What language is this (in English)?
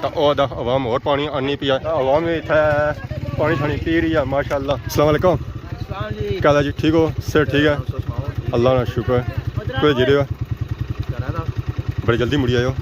Pahari-Potwari